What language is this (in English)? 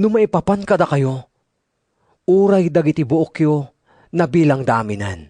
Iloko